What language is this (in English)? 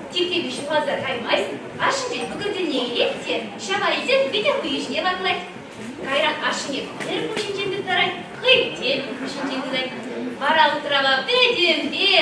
Chuvash